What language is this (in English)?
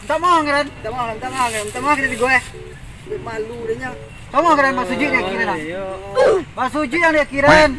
Minangkabau